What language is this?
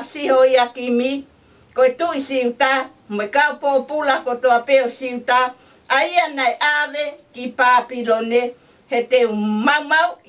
Tongan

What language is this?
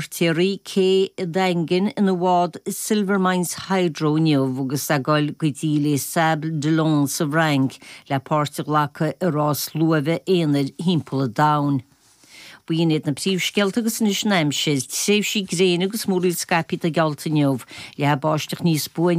Irish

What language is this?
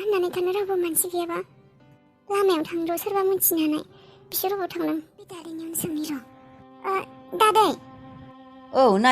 Bodo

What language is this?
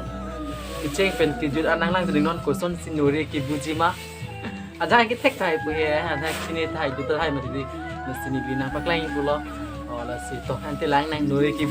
Karbi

